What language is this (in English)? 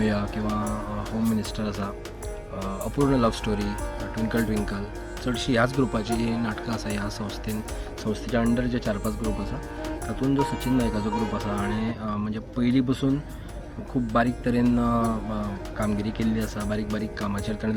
Konkani